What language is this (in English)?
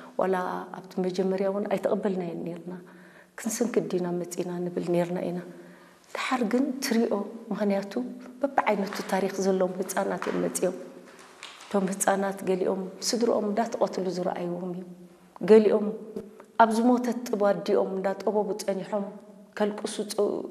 Tigrinya